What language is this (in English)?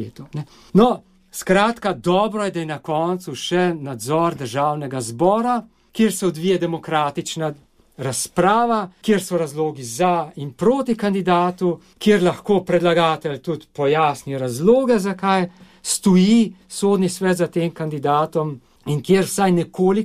Slovenian